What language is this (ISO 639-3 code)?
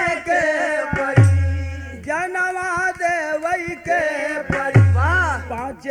bho